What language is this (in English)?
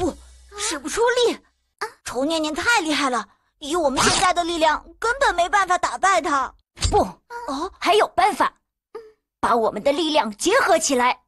Chinese